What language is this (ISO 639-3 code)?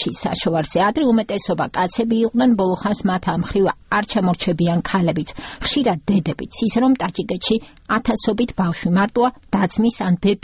kat